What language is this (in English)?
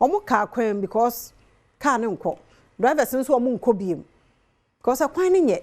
Akan